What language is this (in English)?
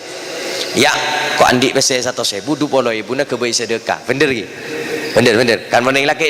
Madurese